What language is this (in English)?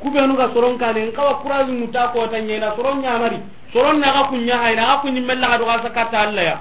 Soninke